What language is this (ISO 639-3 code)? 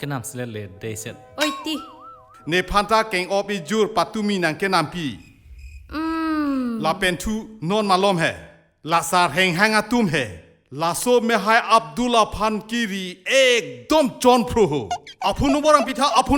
mjw